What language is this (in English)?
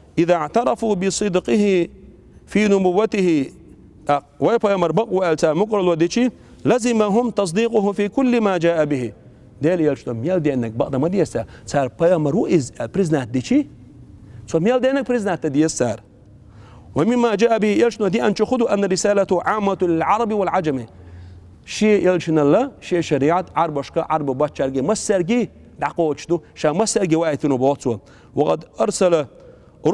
Chechen